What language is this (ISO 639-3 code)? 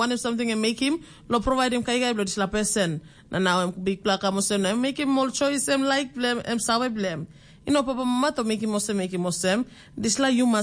tpi